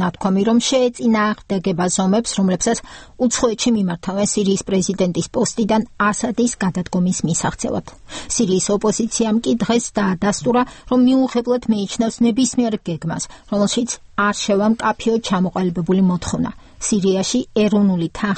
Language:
Georgian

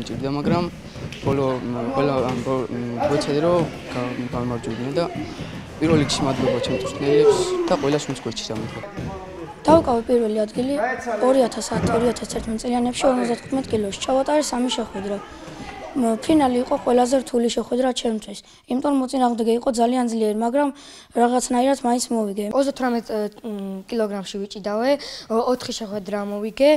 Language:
Georgian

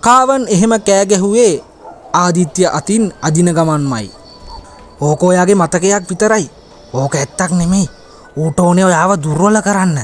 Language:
Sinhala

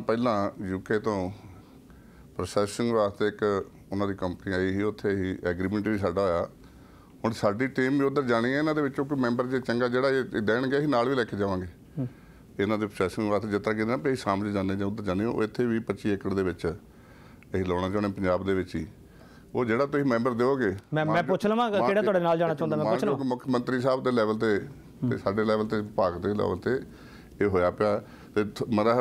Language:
Punjabi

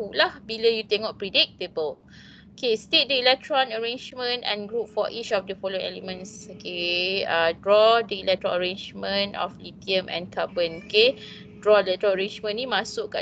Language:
Malay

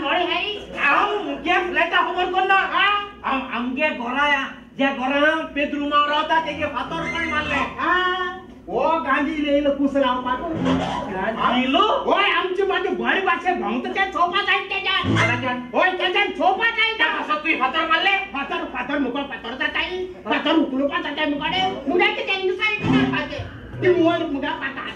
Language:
Konkani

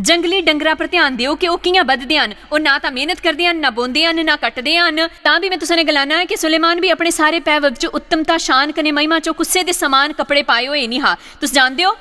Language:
Dogri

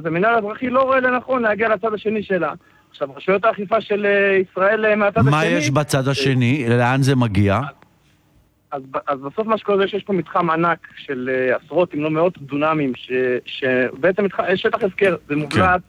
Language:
Hebrew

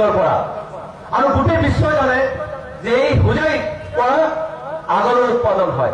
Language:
Assamese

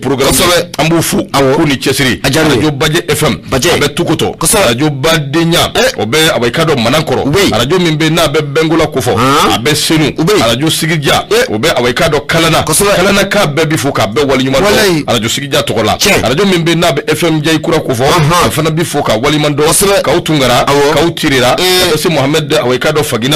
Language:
Bambara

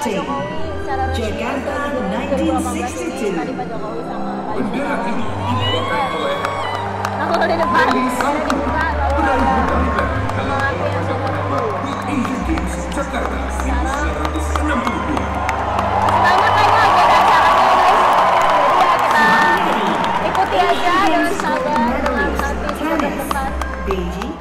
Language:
Indonesian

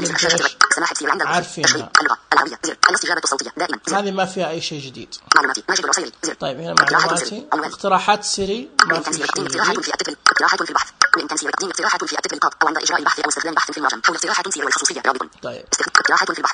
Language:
Najdi Arabic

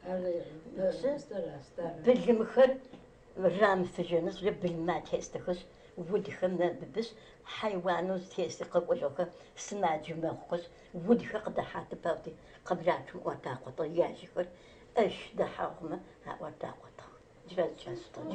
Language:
Adyghe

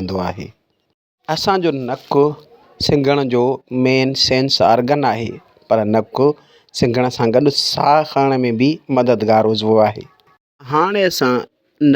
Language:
Sindhi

